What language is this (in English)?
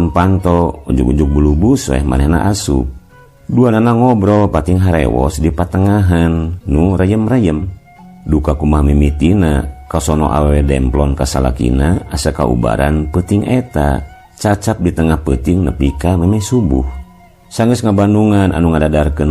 Sundanese